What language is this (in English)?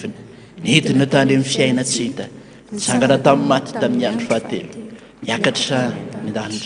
Malagasy